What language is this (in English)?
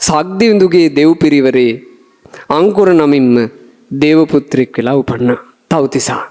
Sinhala